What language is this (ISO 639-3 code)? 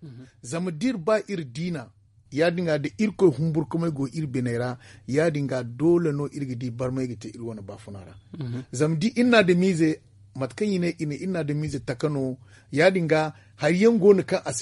dje